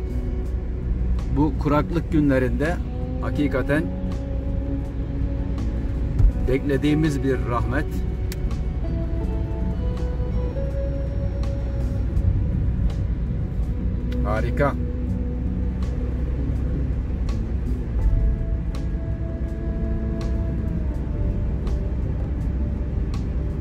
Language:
Turkish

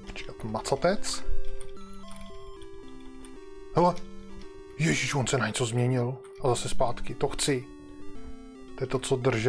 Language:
Czech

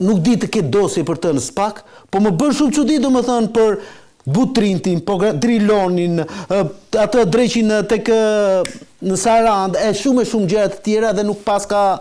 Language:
Albanian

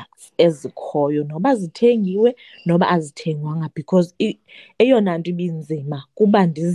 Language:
Xhosa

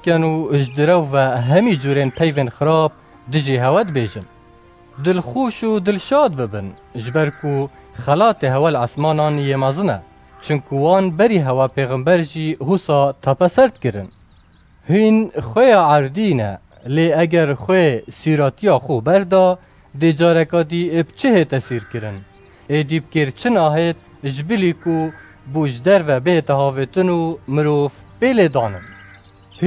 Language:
Kurdish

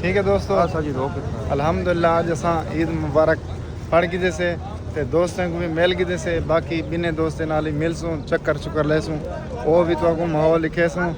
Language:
Saraiki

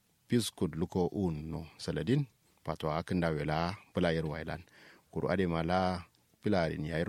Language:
Kanuri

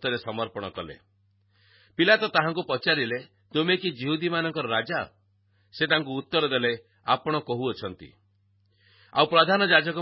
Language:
Odia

